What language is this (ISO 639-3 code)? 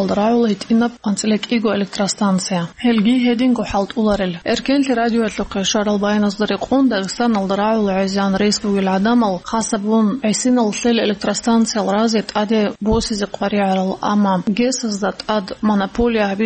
ava